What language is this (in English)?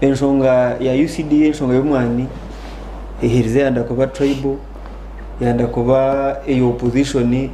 Nyankole